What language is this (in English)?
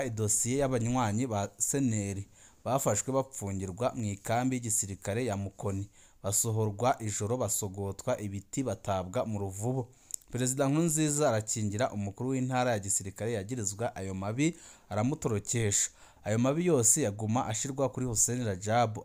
Rundi